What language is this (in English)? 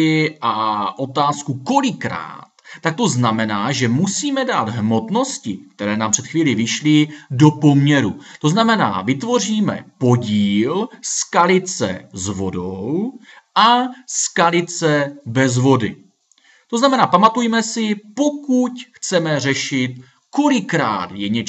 Czech